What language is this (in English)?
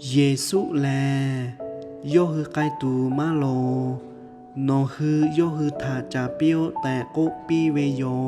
Lahu